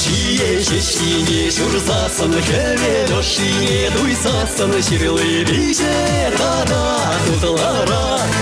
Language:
Chuvash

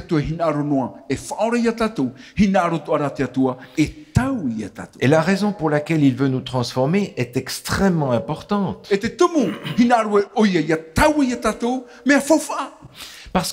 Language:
Tahitian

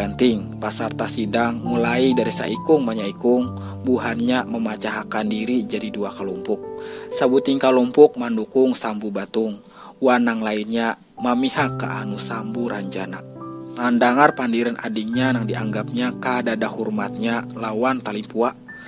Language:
Banjar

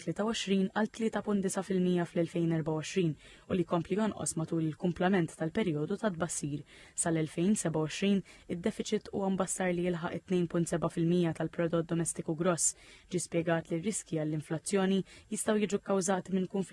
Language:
Maltese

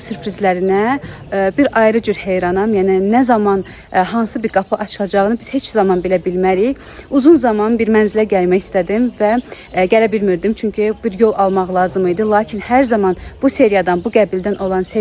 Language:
Azerbaijani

